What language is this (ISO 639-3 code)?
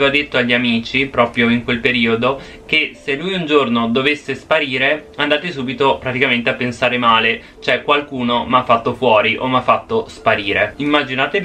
ita